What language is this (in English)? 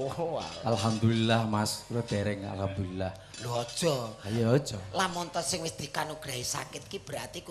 Javanese